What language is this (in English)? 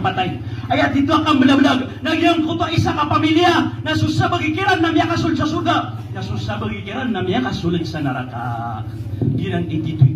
Maranao